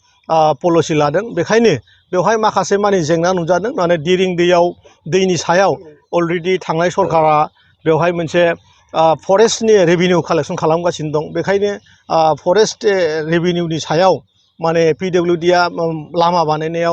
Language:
Bodo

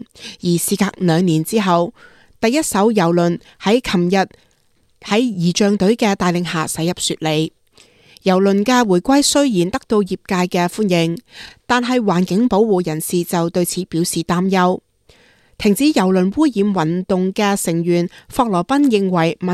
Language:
Cantonese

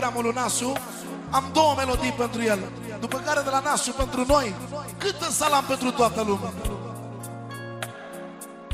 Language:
Romanian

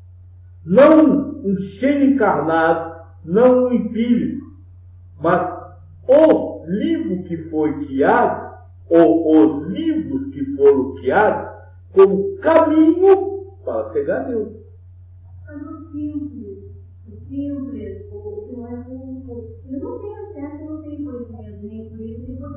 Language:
Portuguese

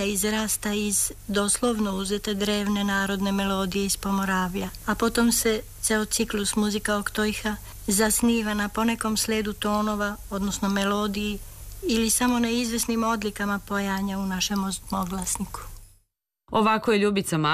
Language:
Serbian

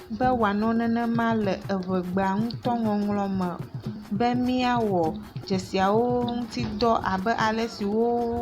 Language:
Ewe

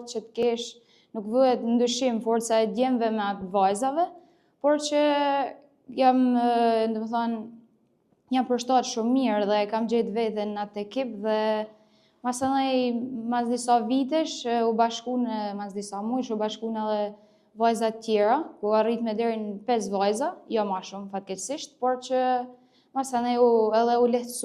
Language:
Albanian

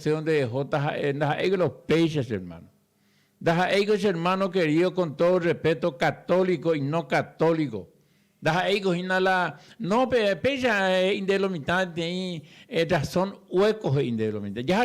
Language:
Guarani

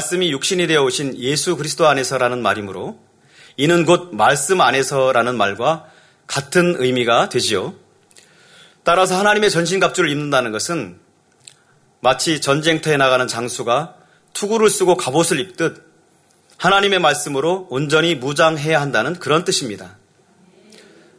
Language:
Korean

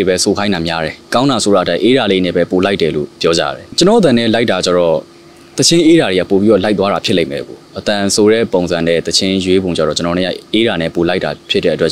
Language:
Burmese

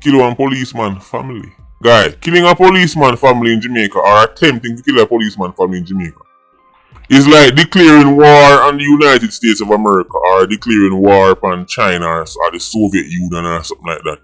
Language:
Jamaican Creole English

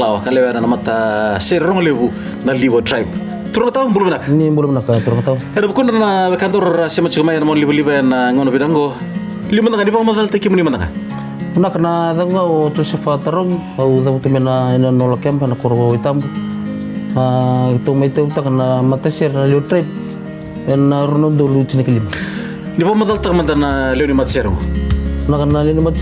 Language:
Fijian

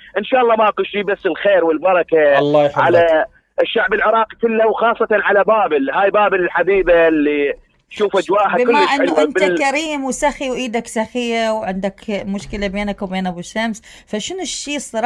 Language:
Mesopotamian Arabic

